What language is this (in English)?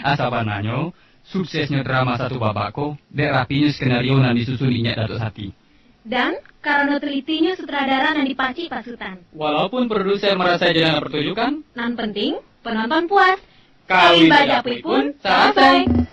Minangkabau